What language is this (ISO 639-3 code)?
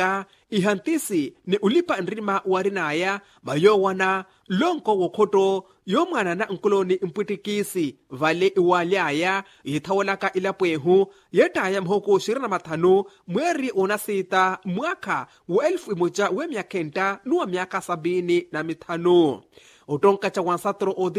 vmw